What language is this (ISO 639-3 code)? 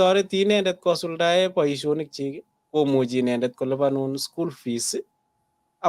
kln